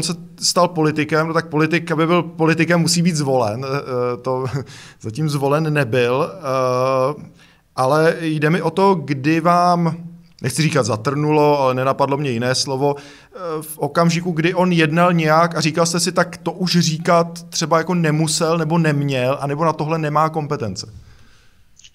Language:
Czech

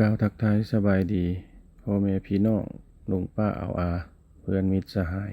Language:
Lao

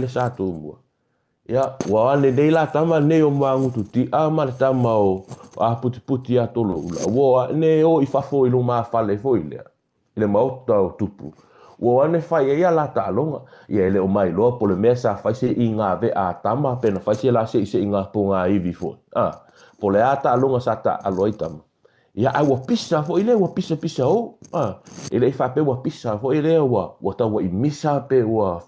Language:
Samoan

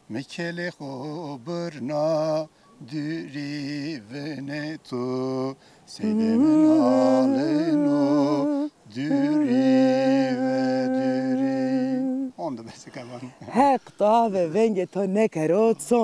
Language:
Zaza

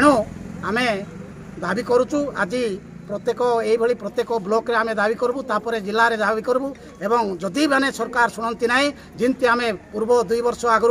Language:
Odia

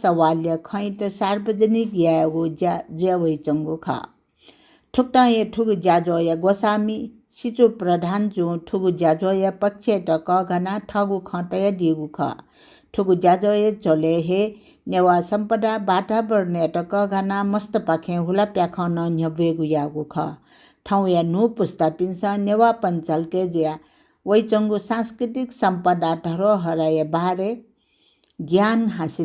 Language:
Newari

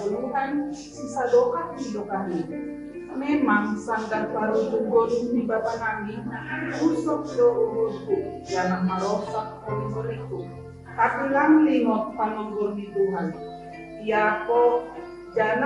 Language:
Batak Simalungun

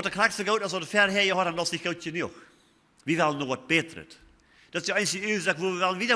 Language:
Plautdietsch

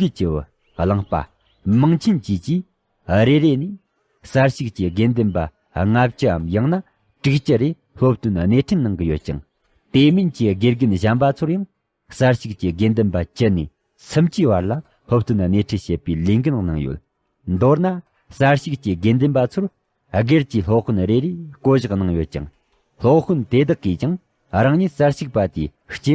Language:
Tibetan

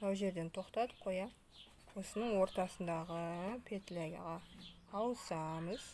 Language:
Kazakh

